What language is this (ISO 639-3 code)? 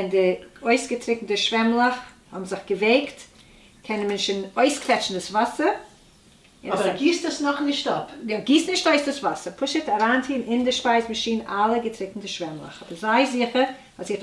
yid